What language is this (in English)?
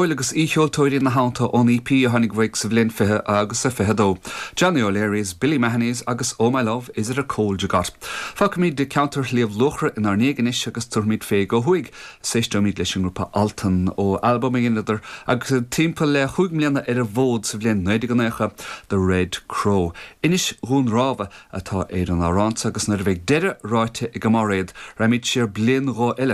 Irish